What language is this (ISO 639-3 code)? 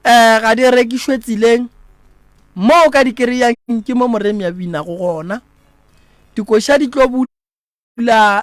nso